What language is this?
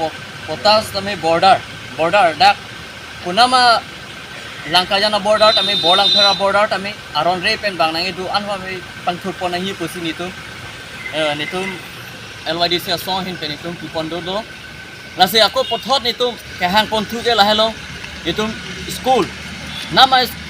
Karbi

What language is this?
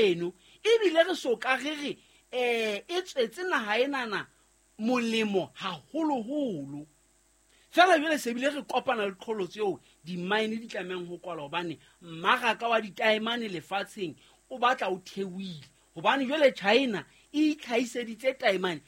Southern Sotho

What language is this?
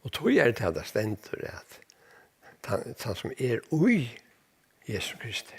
Faroese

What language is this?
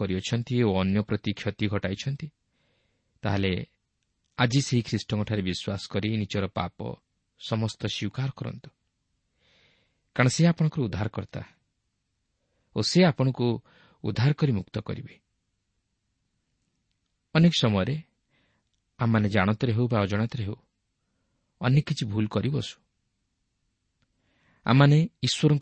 Odia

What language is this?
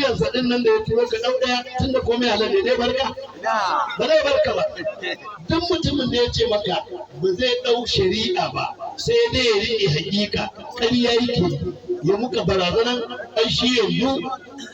Hausa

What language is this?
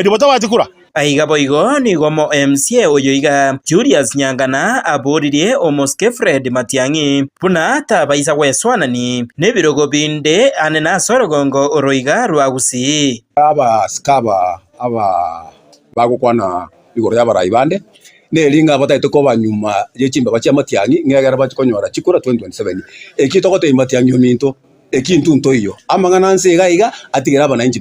Gusii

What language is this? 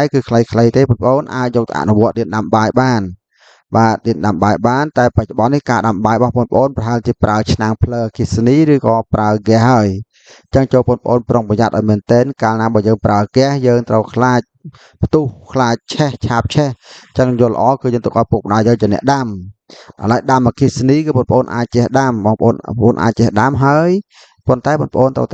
Khmer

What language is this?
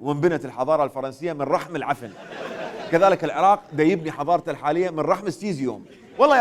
Mesopotamian Arabic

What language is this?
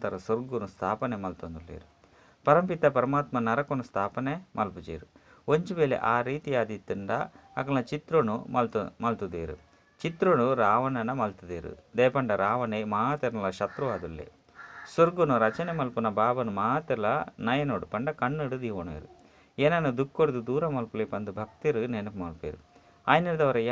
Tulu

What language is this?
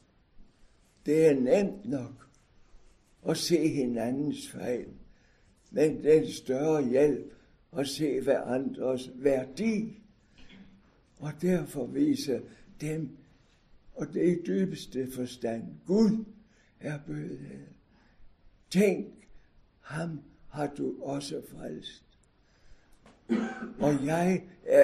Danish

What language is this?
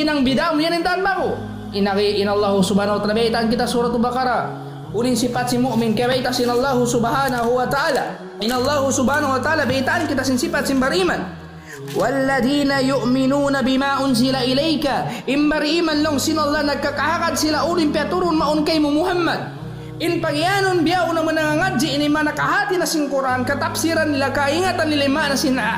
Tausug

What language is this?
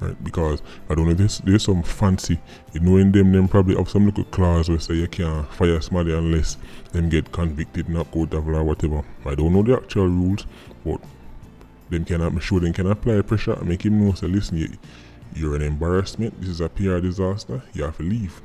Jamaican Creole English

